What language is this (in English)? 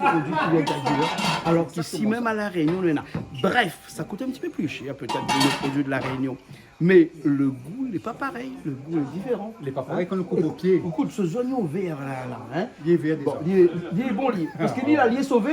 Réunion Creole French